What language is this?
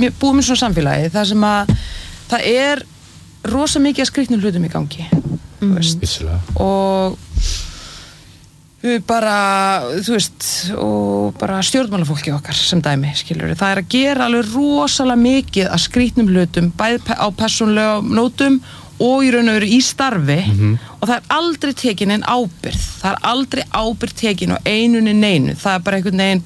Icelandic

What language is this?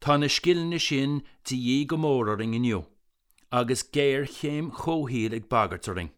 Irish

